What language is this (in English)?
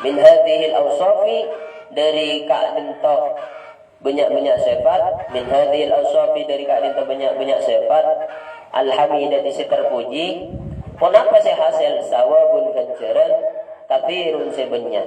Madurese